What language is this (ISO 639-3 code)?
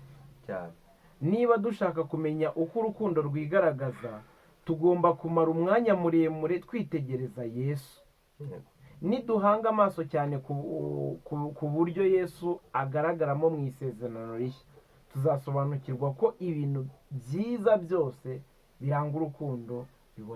kin